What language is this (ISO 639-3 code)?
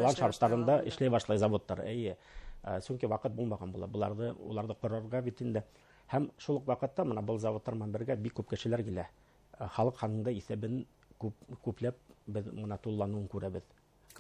bak